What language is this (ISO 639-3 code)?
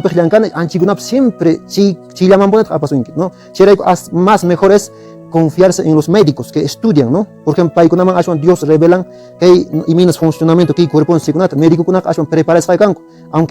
que